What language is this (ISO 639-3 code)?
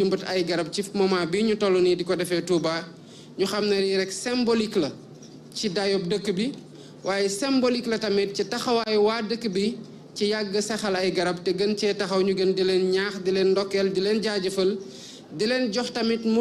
wol